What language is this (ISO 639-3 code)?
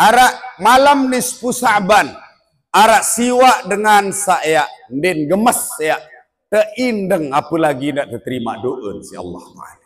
sas